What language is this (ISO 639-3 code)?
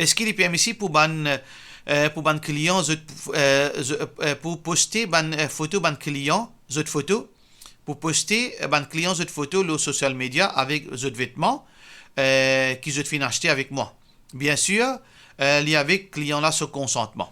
mfe